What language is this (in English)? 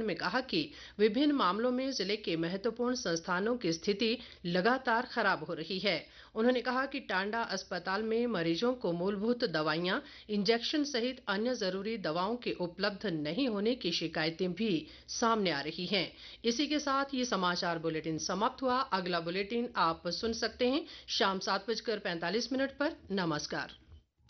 Hindi